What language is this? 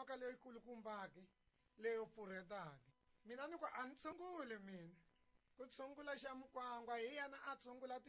Tsonga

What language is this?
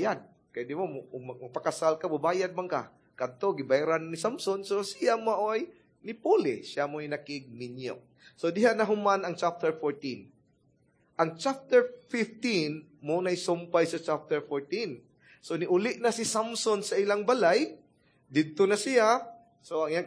Cebuano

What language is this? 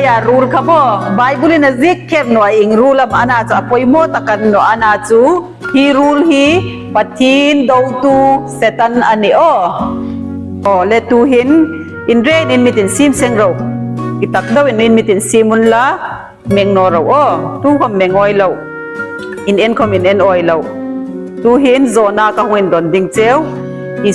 Hmar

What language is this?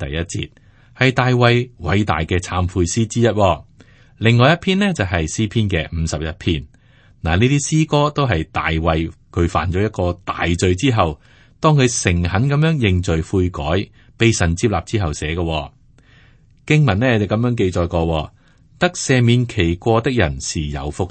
Cantonese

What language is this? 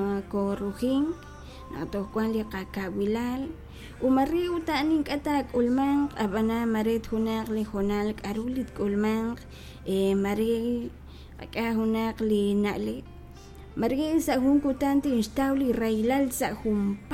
Kekchí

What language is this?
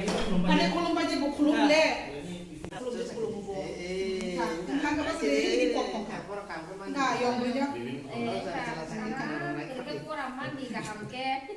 Kok Borok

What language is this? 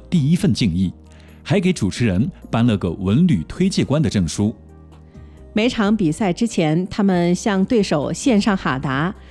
Chinese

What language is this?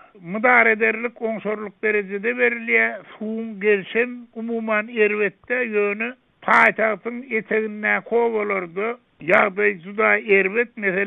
Turkmen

